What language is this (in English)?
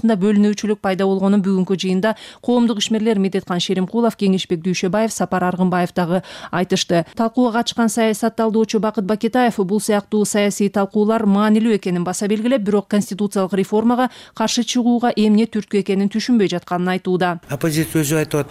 Kyrgyz